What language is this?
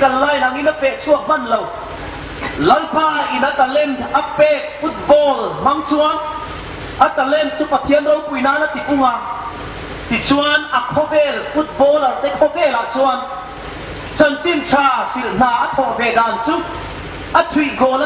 Hmar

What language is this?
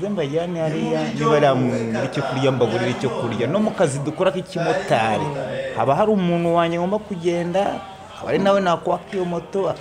Kinyarwanda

